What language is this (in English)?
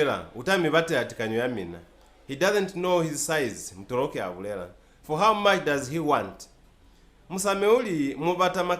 Lozi